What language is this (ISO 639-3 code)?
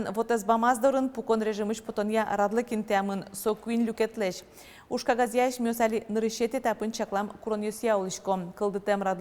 udm